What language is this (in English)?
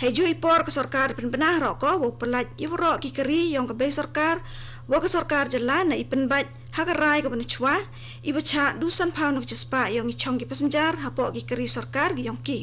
Khasi